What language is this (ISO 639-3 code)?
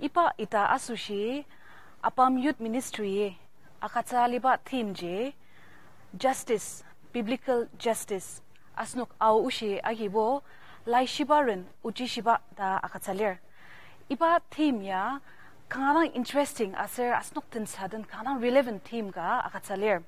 njo